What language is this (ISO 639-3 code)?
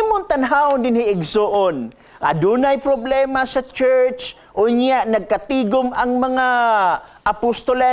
ceb